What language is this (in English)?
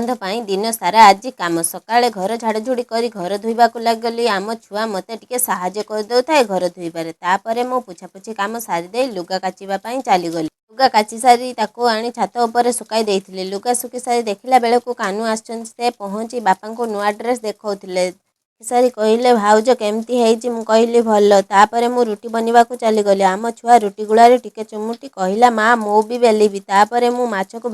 Odia